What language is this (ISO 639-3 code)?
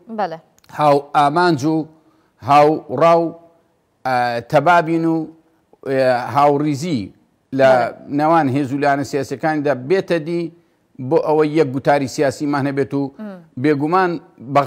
ckb